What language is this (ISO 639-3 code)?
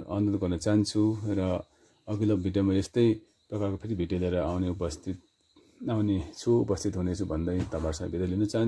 nep